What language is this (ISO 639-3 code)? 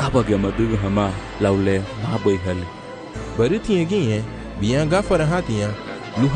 cab